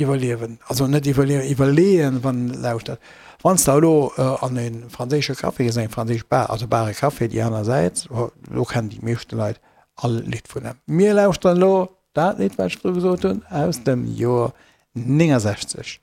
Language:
Luxembourgish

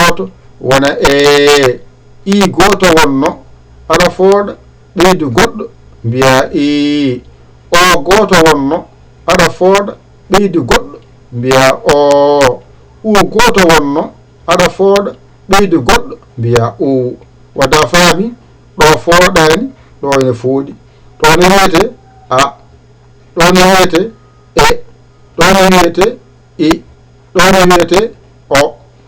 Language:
Fula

